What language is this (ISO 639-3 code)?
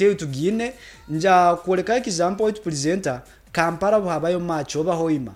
nyo